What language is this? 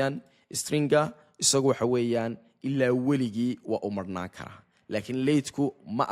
Somali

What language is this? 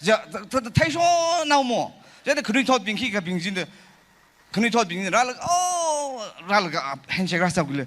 Tangkhul Naga (India)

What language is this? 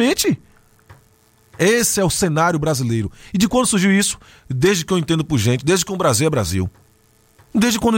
Portuguese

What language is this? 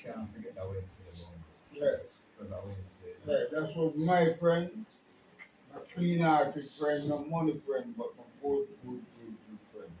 Jamaican Creole English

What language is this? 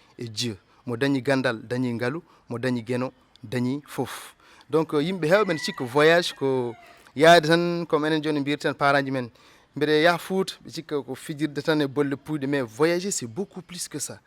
Fula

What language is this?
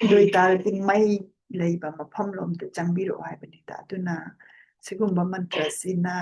Manipuri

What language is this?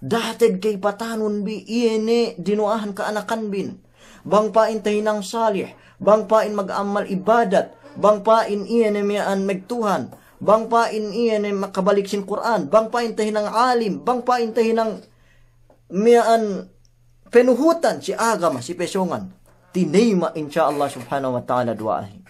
Yakan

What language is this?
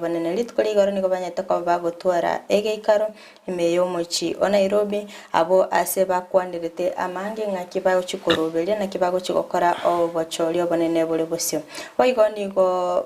Gusii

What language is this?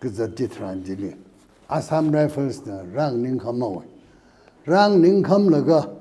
Tangkhul Naga (India)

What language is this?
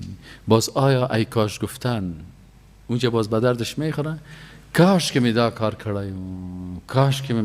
Persian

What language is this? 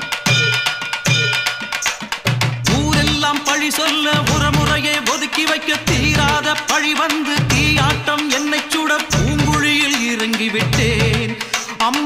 Tamil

